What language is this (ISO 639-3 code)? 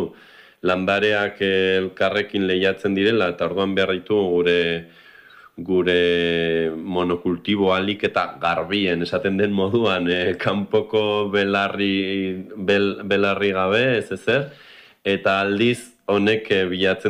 eus